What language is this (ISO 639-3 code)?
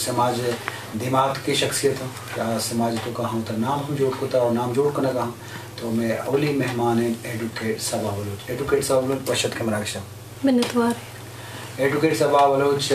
bgp